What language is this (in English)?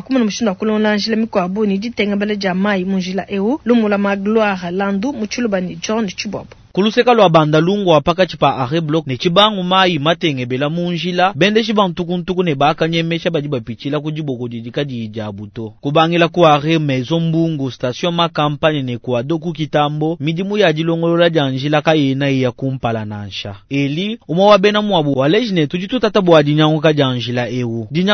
Luba-Lulua